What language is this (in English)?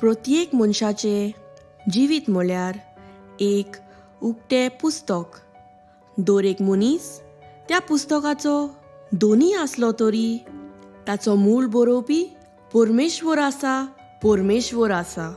Konkani